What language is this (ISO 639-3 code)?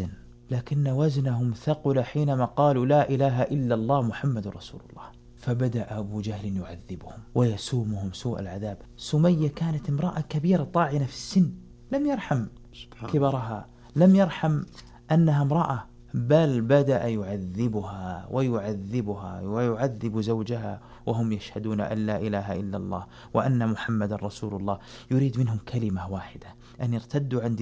ara